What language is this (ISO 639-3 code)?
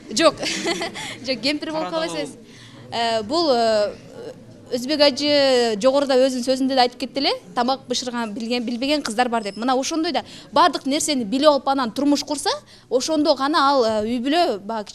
kir